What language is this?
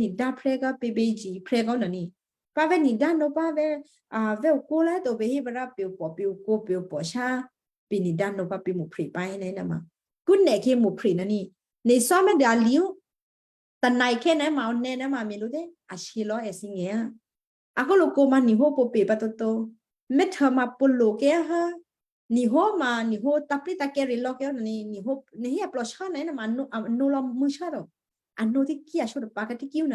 Western Kayah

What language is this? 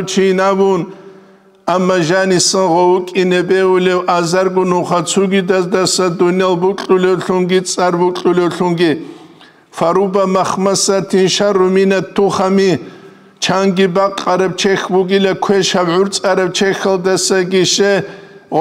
Avaric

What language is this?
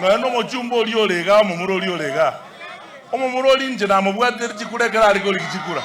Gusii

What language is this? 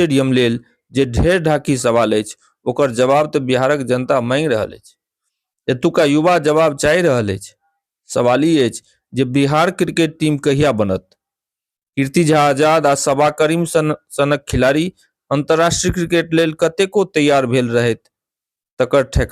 Maithili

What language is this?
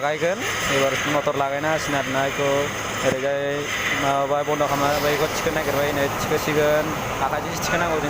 Bodo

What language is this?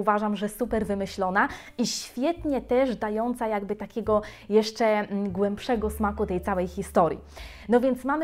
Polish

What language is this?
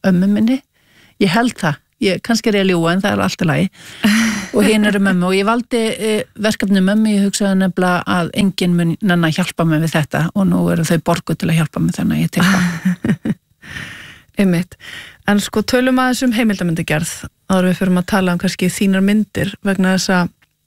Icelandic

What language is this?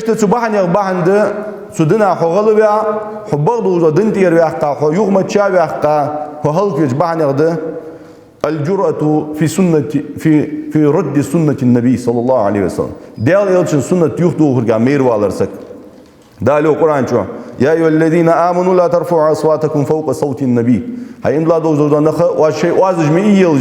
Ingush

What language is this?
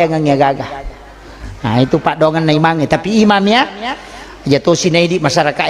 Buginese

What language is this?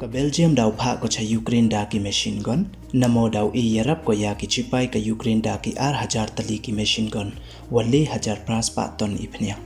Pnar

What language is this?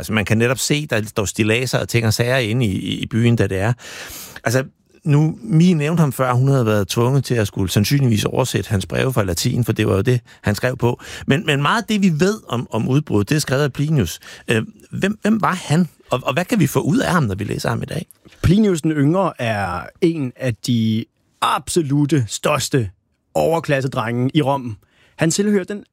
Danish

